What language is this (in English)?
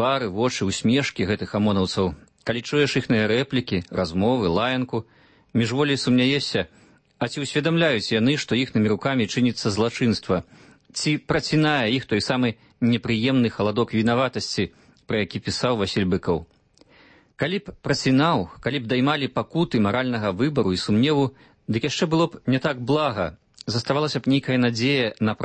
Belarusian